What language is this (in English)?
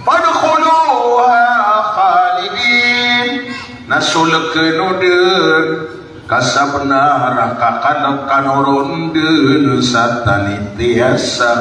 Maranao